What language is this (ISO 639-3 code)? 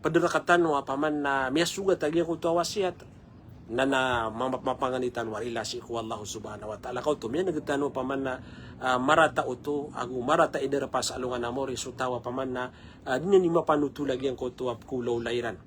mrw